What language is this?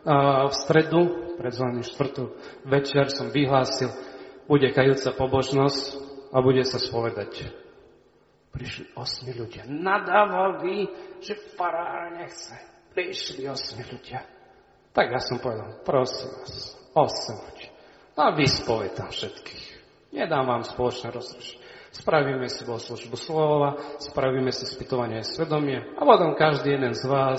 Slovak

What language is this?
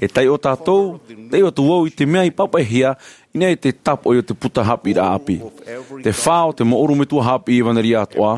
Tahitian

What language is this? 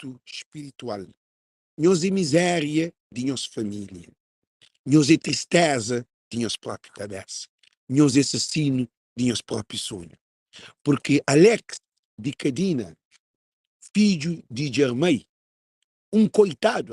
Kabuverdianu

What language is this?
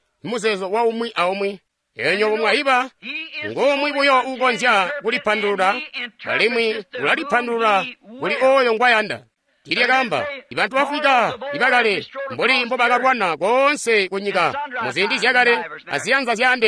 Tonga (Zambia)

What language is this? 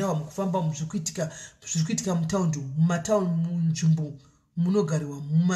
Shona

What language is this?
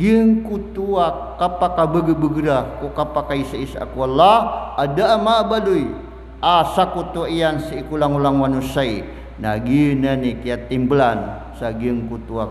Maranao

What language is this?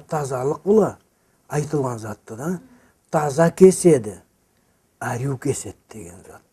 Karachay-Balkar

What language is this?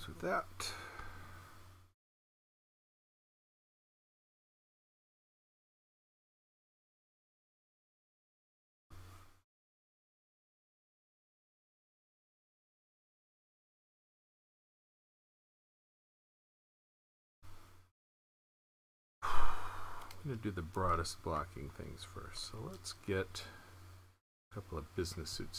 English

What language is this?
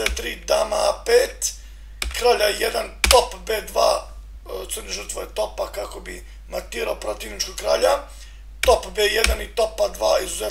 Serbian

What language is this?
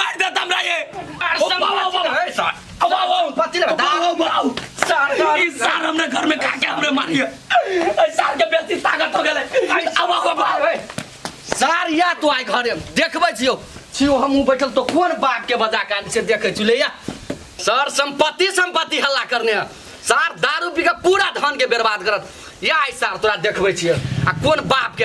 Maithili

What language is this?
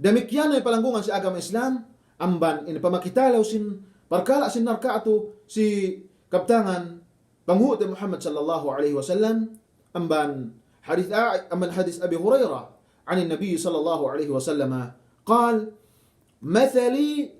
Yakan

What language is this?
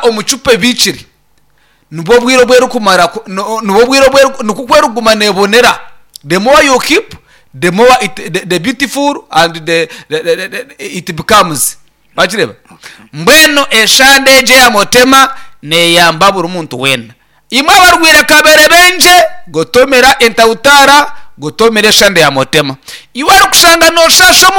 Nyankole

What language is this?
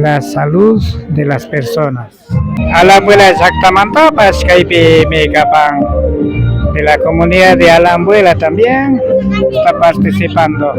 Imbabura Highland Quichua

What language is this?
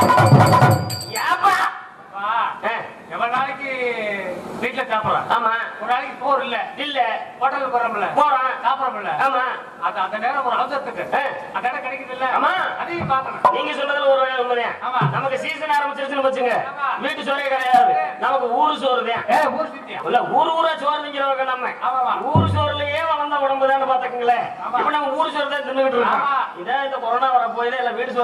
Tamil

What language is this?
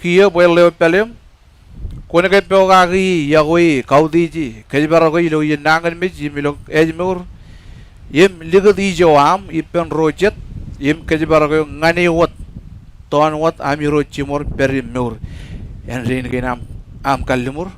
Marshallese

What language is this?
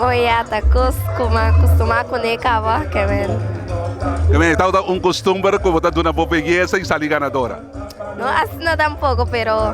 Papiamento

